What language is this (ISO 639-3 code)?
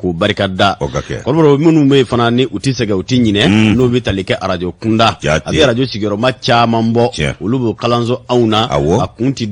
bam